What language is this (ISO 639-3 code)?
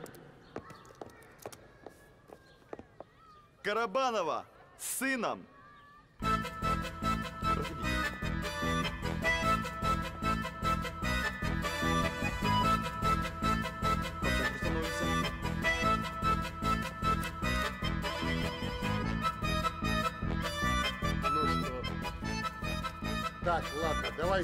rus